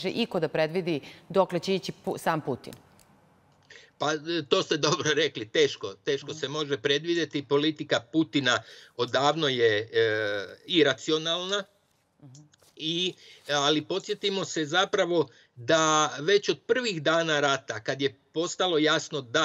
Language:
Serbian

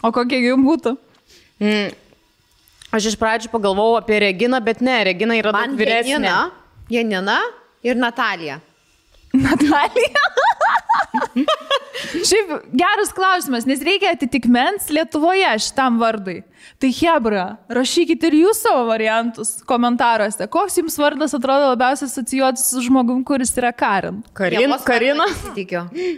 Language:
Lithuanian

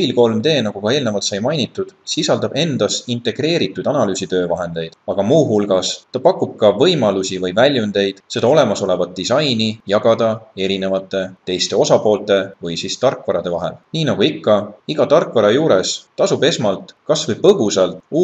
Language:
Estonian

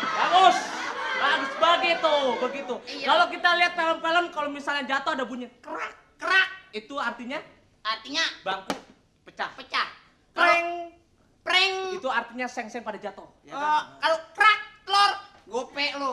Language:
Betawi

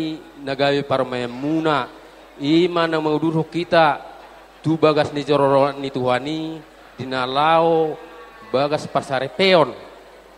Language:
Batak Toba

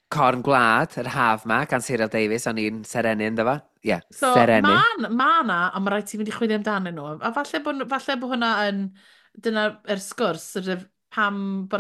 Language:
Welsh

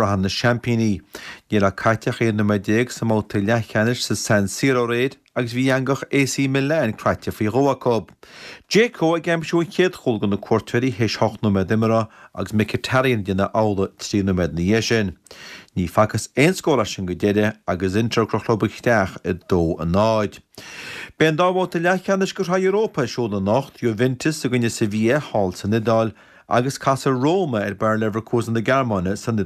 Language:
Irish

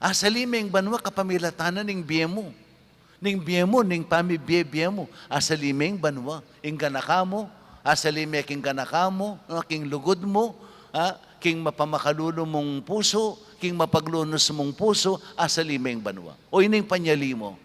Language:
Pampanga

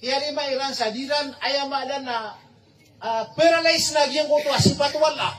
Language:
Maranao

